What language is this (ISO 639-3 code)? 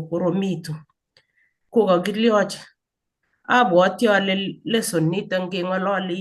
kln